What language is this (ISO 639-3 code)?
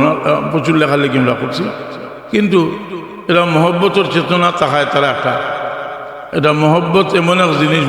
syl